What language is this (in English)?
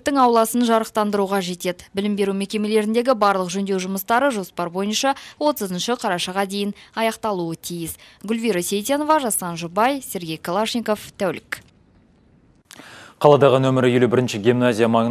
Kazakh